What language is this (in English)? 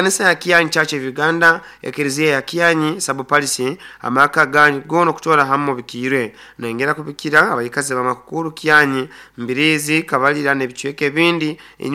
Nyoro